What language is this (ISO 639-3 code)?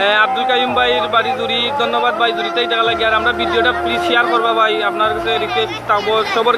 syl